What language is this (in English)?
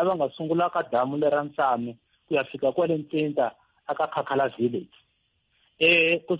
Tsonga